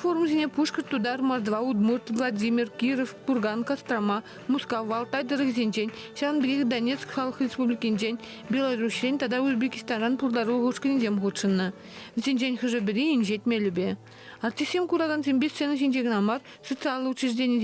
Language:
Chuvash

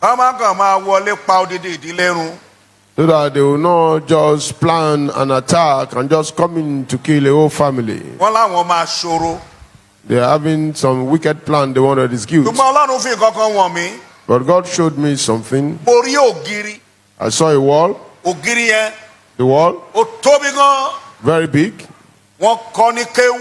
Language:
Yoruba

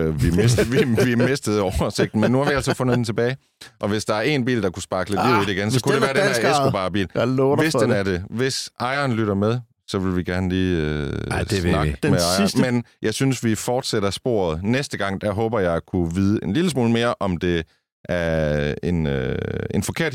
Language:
Danish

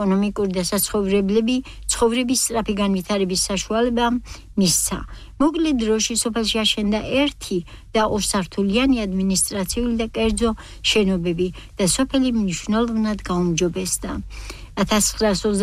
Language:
Georgian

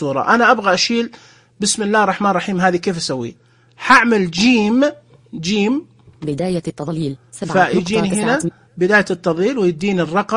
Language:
Najdi Arabic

